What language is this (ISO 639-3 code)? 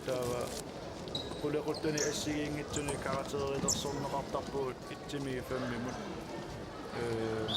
kal